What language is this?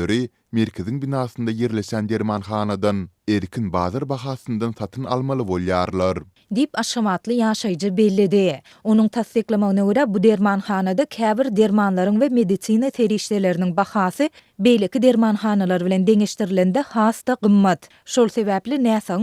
Turkmen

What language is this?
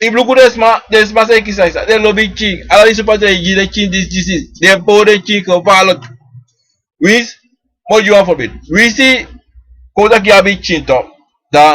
Sranan Tongo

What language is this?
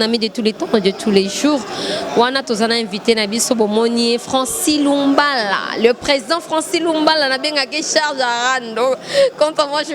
Lingala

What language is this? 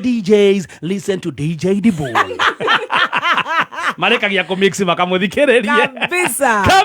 Kikuyu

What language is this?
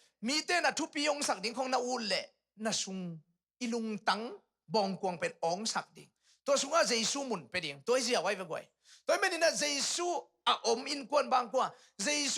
Tedim Chin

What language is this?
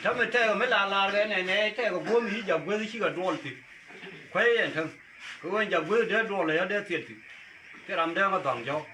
Nuer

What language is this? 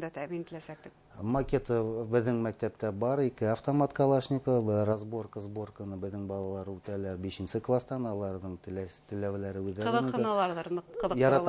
Bashkir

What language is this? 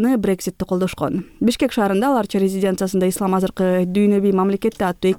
Kyrgyz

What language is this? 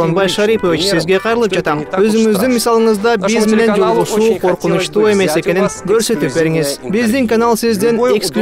Kyrgyz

